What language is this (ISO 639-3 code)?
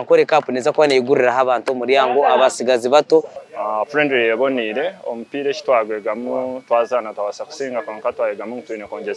nyn